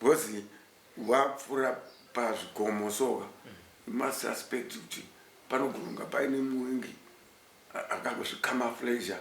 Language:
Shona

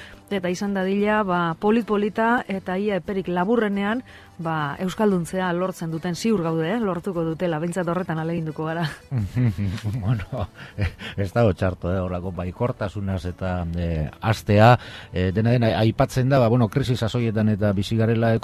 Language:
Basque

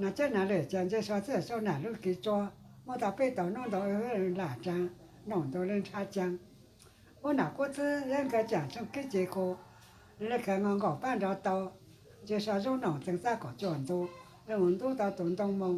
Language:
Hmong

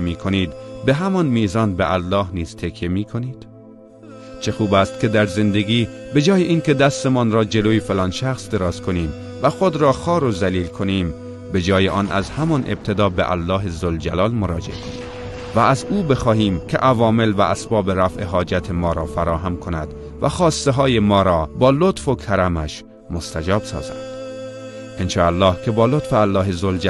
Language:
Tajik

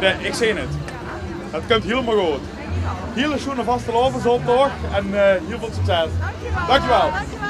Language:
Limburgish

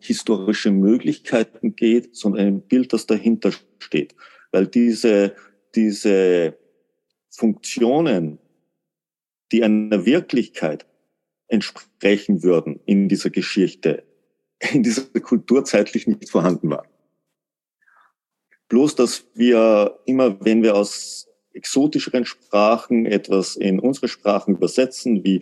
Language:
German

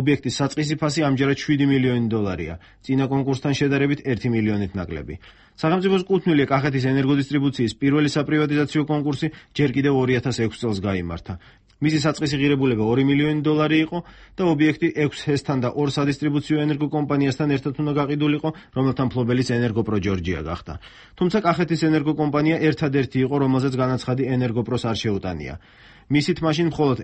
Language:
Georgian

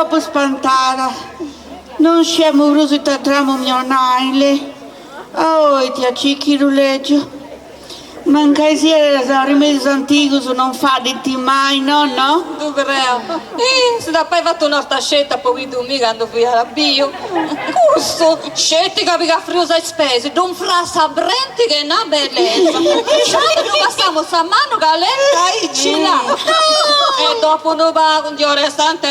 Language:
Sardinian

